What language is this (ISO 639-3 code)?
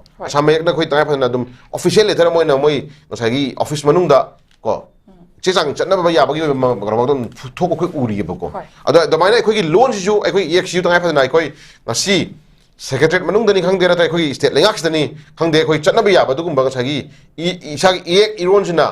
mni